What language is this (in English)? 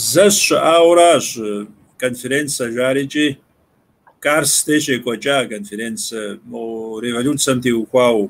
Kabardian